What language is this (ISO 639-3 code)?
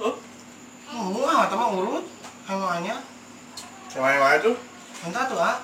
sun